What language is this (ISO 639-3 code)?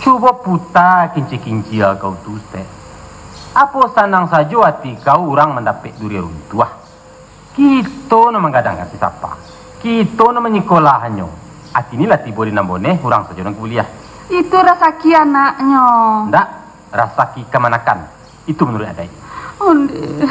min